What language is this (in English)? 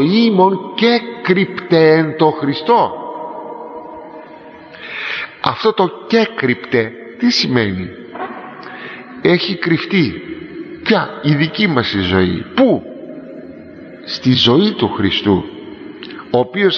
Greek